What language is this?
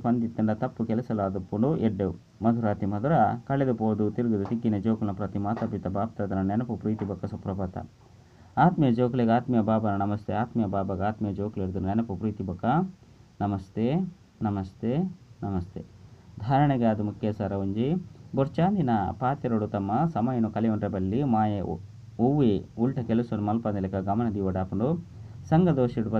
Tulu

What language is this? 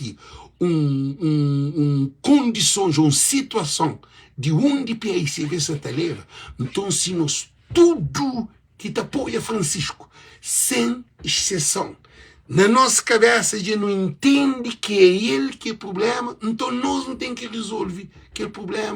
Kabuverdianu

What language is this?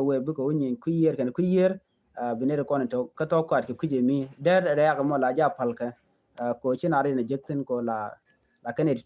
Nuer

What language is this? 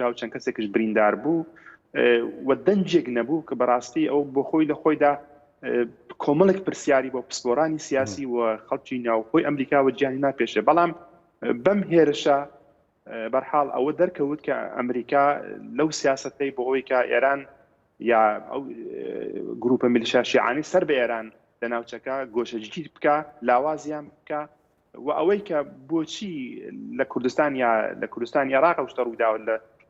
Central Kurdish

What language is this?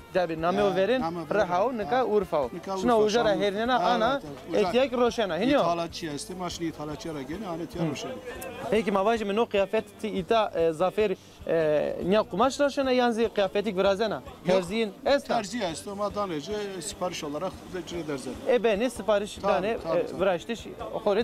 Zaza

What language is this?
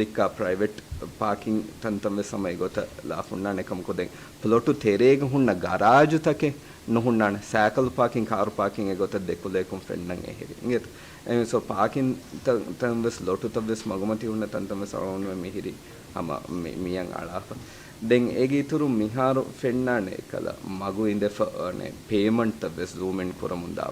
Divehi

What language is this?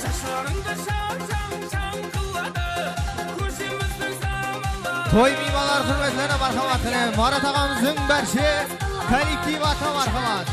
Kara-Kalpak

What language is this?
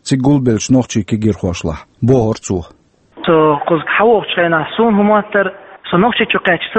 Chechen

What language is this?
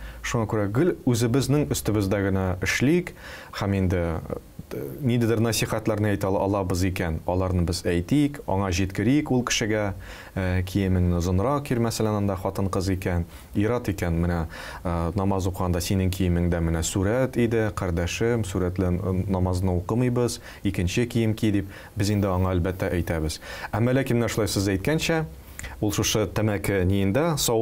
Tatar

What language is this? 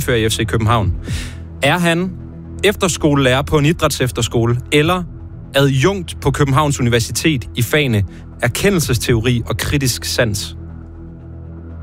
Danish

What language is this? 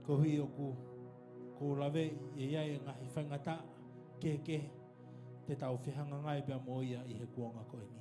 Tongan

